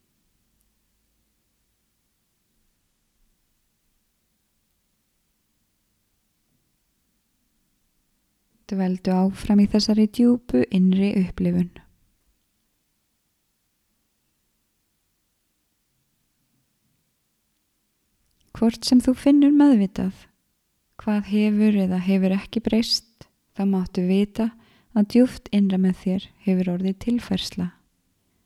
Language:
Icelandic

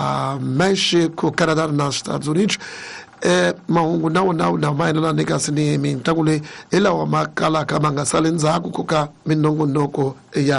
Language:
Tsonga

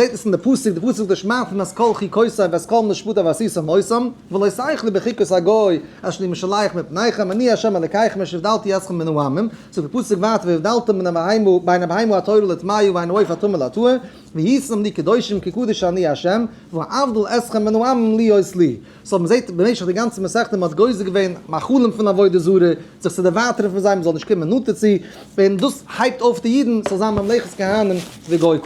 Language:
Yiddish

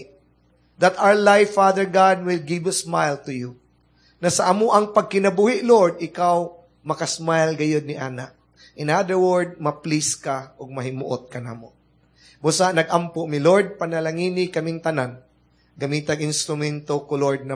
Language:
Cebuano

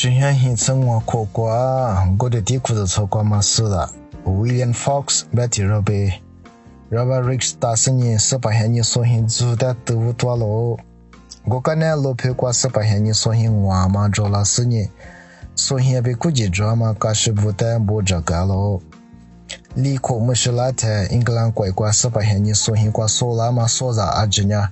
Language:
Lisu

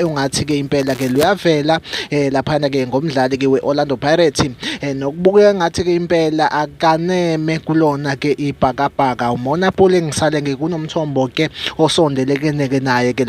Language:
Zulu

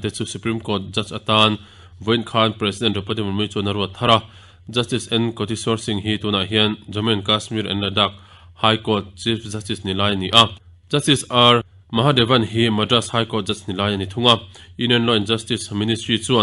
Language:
Mizo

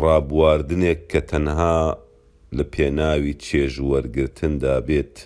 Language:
Central Kurdish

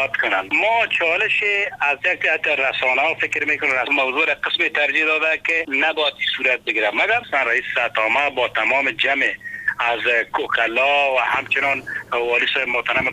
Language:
Persian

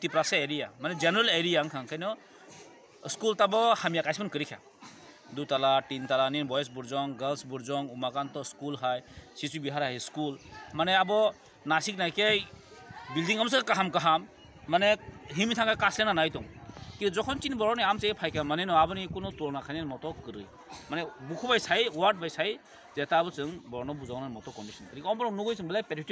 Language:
Kok Borok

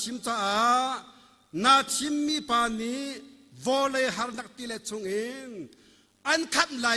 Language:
Hakha Chin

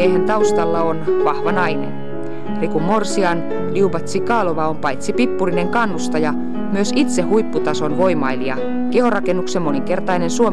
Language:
Finnish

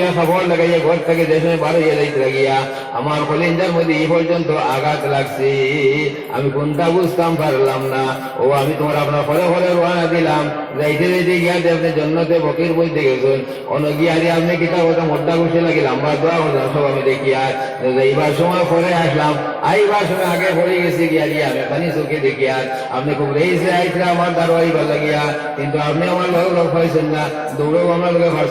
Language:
Sylheti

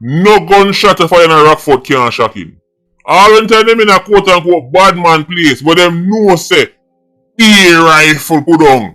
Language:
Jamaican Creole English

